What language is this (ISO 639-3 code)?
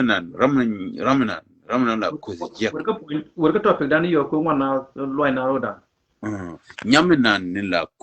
nus